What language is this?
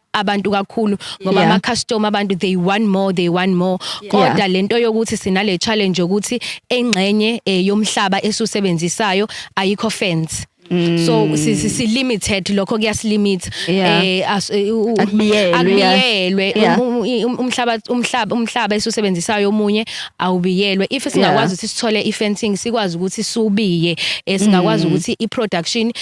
Zulu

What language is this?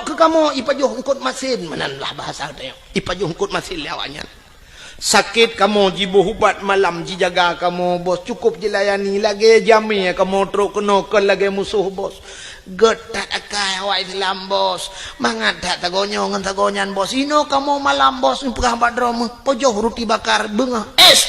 Achinese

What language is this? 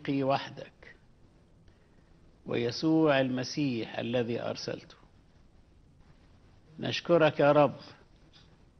Egyptian Arabic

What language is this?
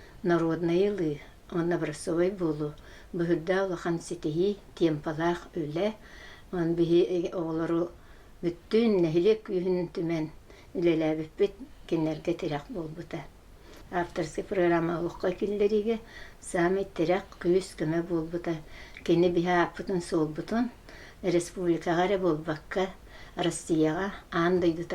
Yakut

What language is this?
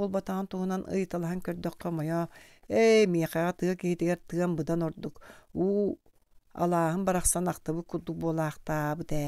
Yakut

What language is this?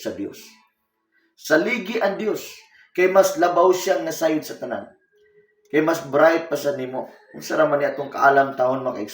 Cebuano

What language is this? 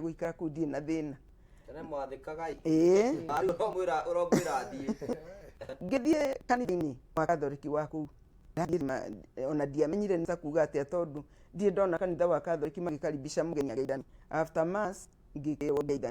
Kikuyu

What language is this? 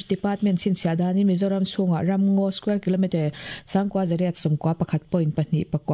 Mizo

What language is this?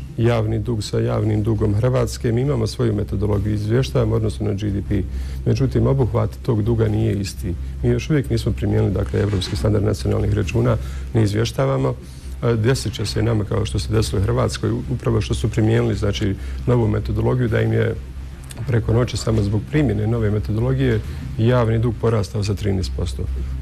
Bosnian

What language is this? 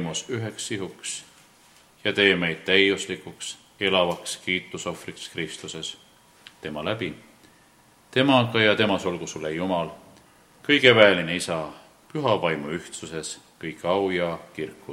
Estonian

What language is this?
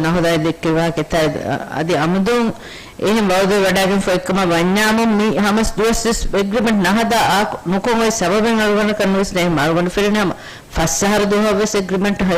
Divehi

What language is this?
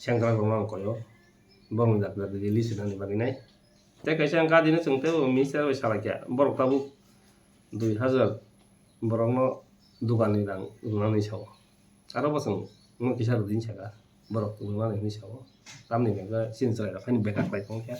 Kok Borok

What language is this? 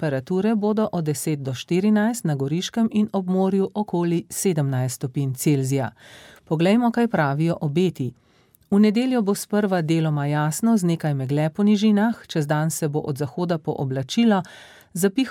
Slovenian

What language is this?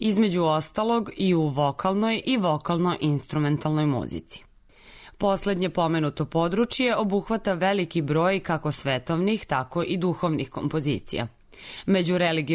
Serbian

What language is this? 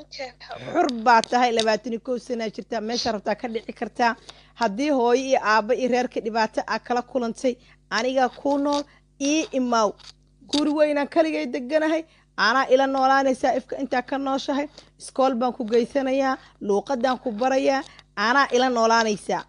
Somali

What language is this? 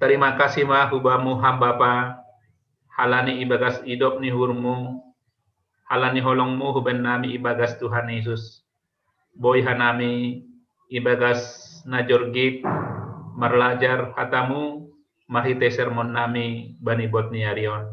Batak Simalungun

